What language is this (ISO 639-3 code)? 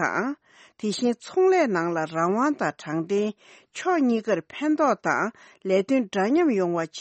bod